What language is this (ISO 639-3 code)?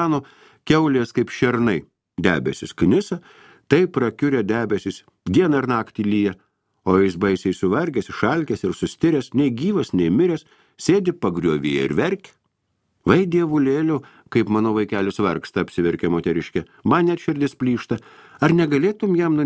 lit